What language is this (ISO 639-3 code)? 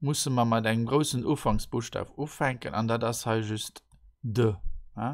ltz